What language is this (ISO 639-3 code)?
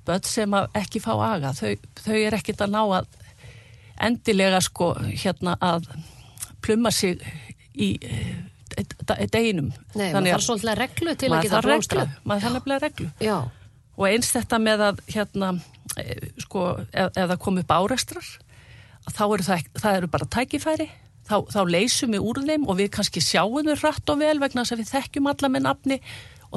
isl